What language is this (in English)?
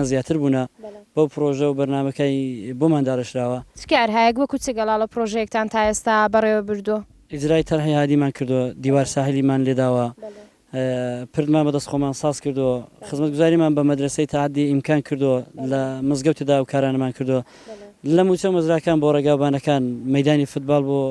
Central Kurdish